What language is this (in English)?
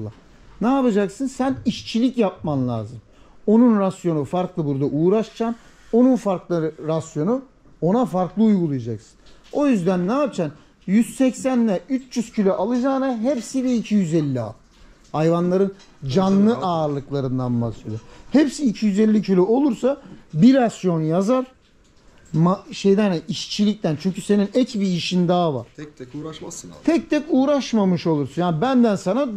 Turkish